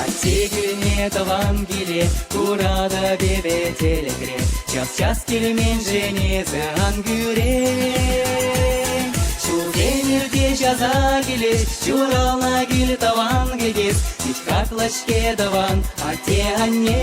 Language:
Chuvash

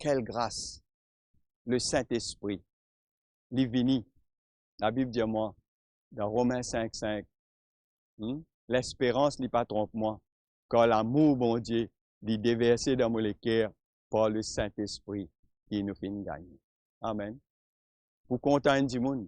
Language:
Morisyen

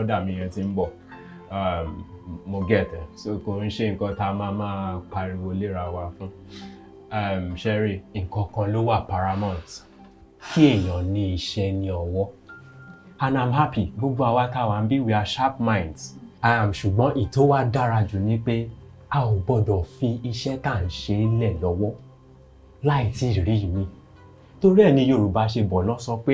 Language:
Yoruba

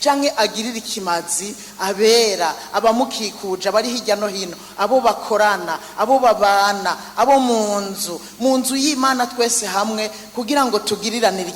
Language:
Rundi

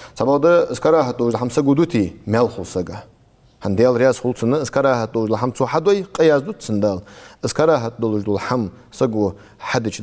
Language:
Ingush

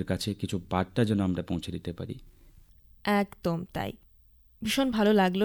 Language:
Bangla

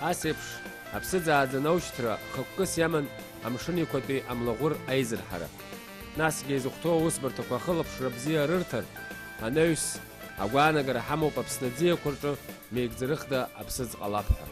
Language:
Abkhazian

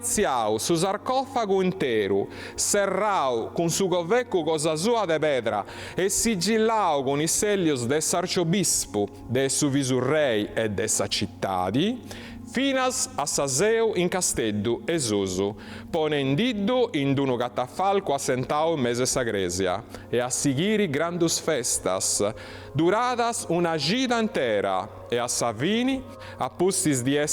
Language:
Sardinian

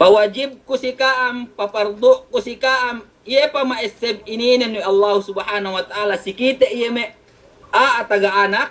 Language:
Yakan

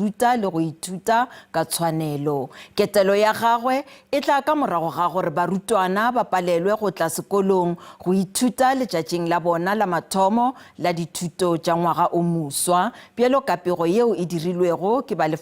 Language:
Northern Sotho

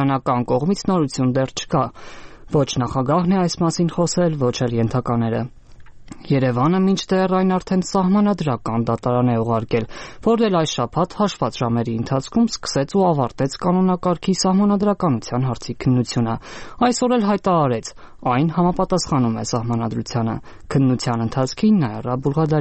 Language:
Armenian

